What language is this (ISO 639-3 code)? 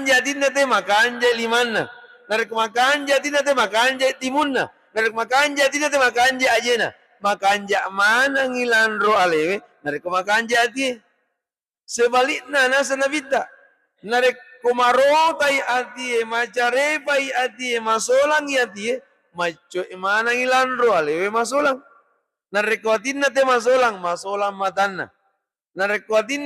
bug